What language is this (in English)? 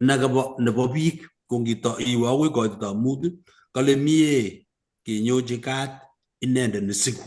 Kalenjin